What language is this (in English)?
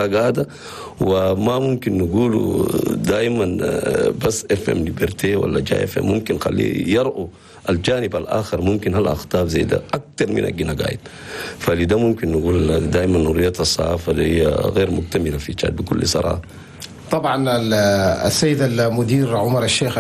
Chadian Arabic